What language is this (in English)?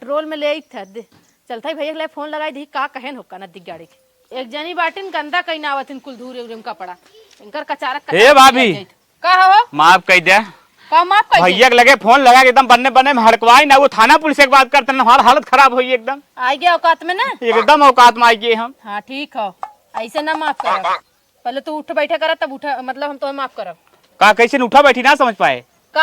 Awadhi